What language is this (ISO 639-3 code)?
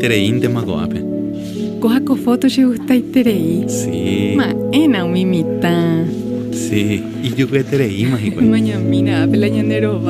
grn